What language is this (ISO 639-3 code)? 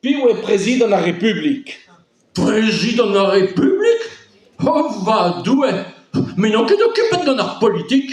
bre